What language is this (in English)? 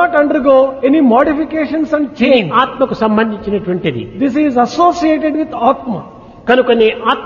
Telugu